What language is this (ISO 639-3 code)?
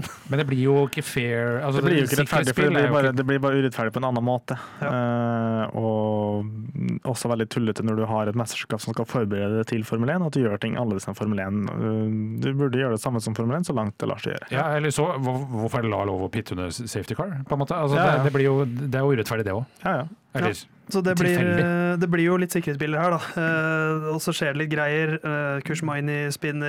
nor